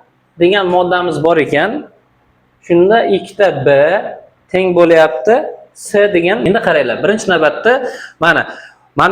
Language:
Uzbek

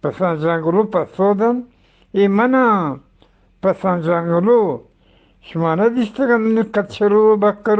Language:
Eastern Balochi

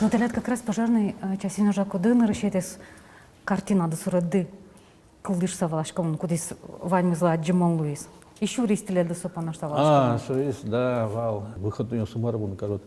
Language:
Udmurt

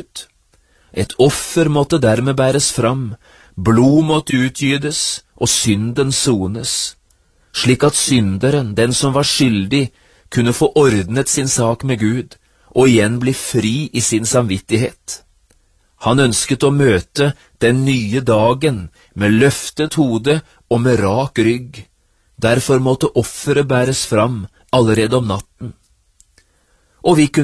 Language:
Norwegian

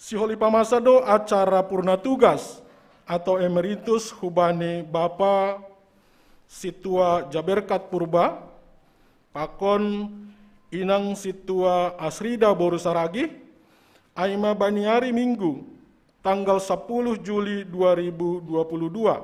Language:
Batak Simalungun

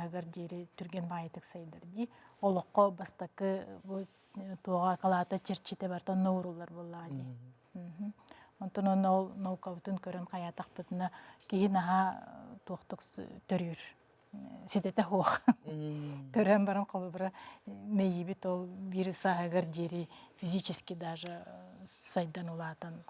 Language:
Yakut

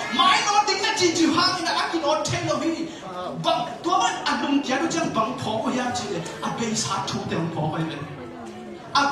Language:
Tedim Chin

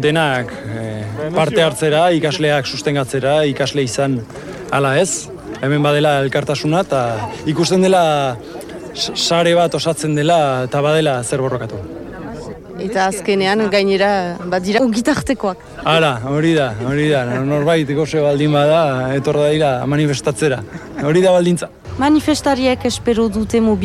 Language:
Basque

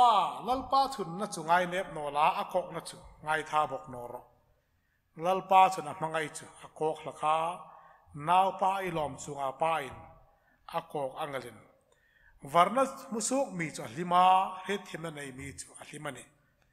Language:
Hmar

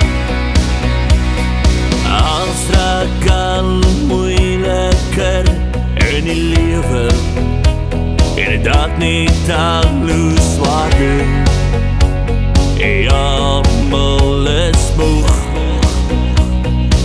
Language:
Afrikaans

